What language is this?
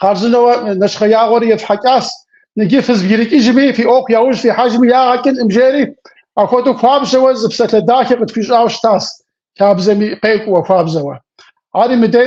Kabardian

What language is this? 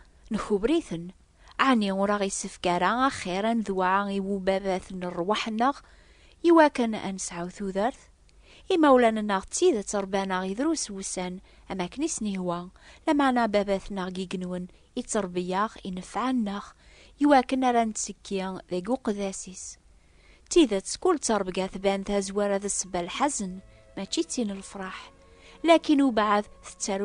Kabyle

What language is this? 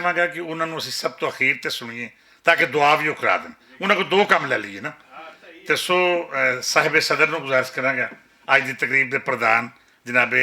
Western Panjabi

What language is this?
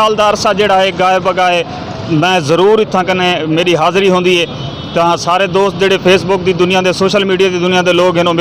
Saraiki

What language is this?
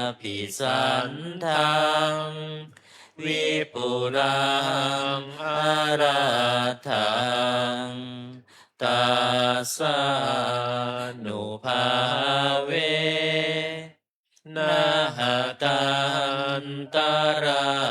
Pali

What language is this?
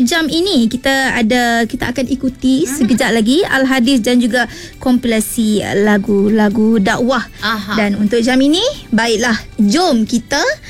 Malay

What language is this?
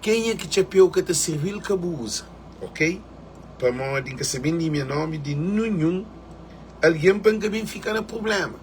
Kabuverdianu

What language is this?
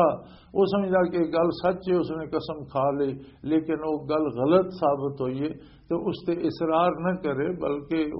Western Panjabi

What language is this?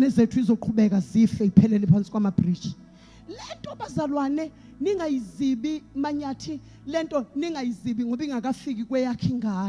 Zulu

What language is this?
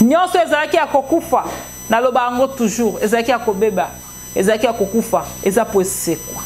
Lingala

